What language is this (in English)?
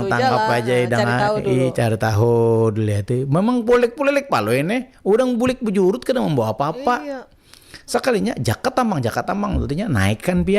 Banjar